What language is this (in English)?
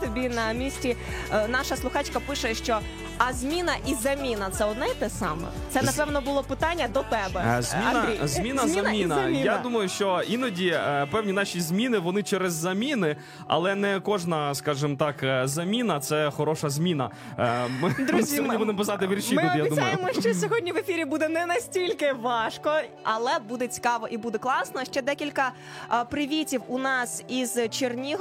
Ukrainian